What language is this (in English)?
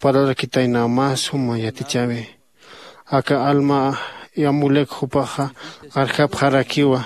Aymara